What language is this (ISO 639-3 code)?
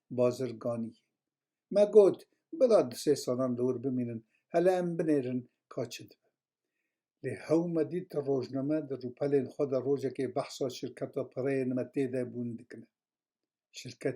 kur